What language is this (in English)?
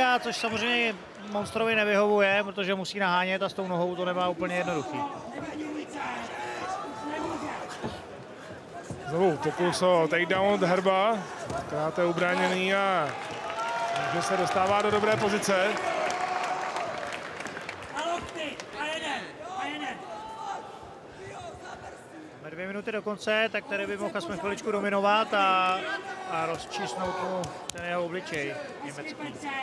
Czech